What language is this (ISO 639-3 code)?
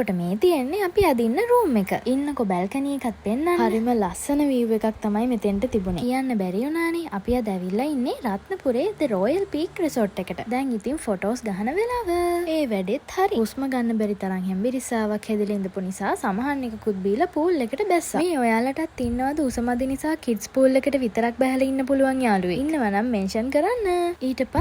sin